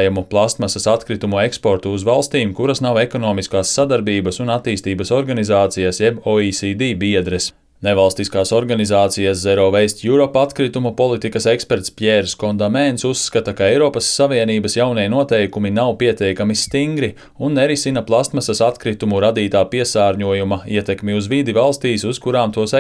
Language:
Latvian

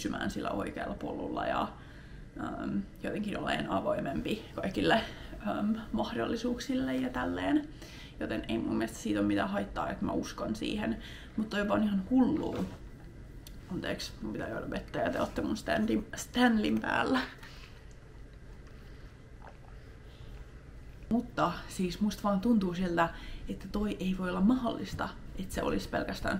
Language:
Finnish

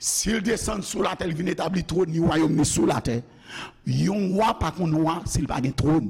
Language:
Haitian Creole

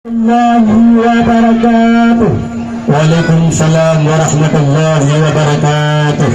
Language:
Achinese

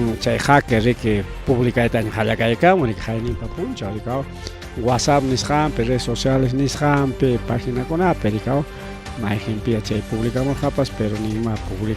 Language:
Ayacucho Quechua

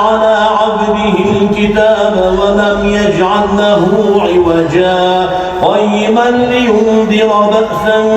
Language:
Ingush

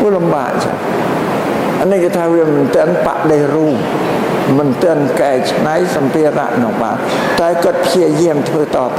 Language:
Khmer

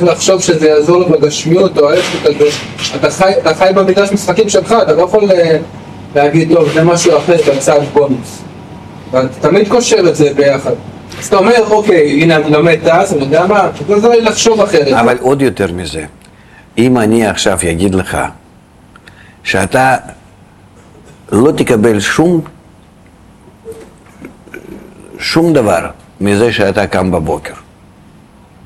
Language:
Hebrew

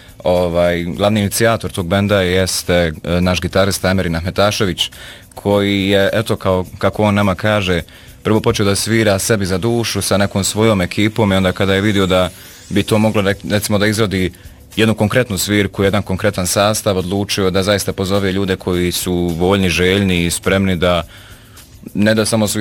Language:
Bosnian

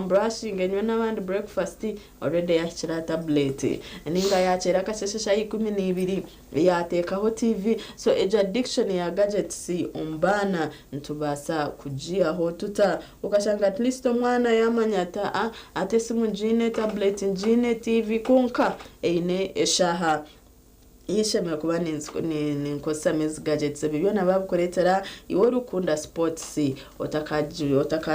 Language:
Nyankole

